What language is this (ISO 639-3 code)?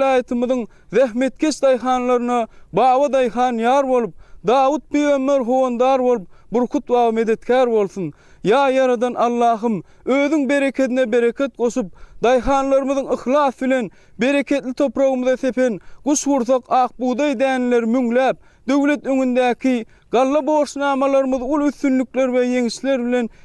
tuk